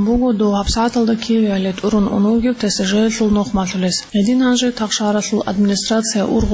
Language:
Avaric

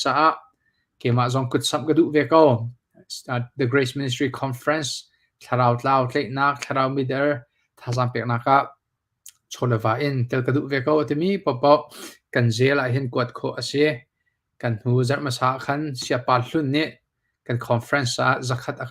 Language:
Hakha Chin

